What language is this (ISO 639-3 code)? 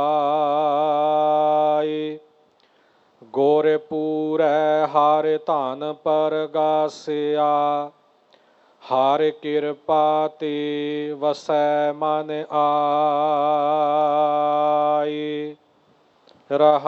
pan